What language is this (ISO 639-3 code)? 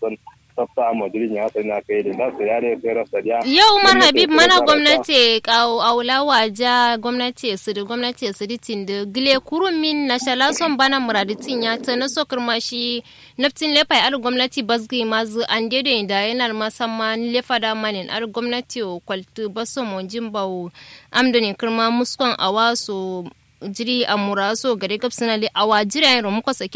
kau